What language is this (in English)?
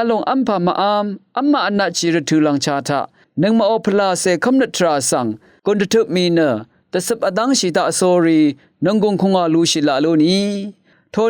Rawang